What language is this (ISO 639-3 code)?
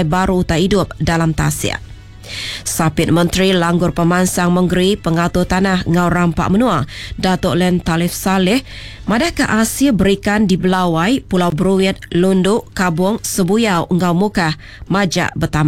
iba